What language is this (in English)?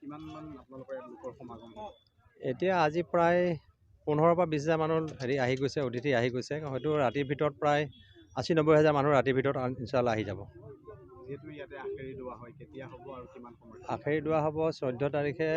Assamese